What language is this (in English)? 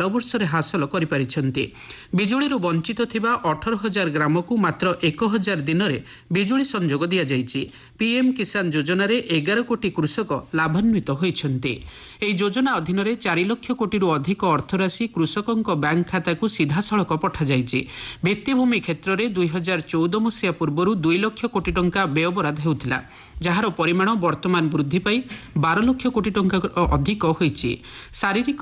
Odia